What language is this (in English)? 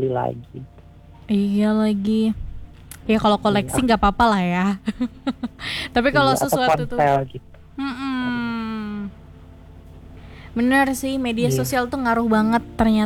Indonesian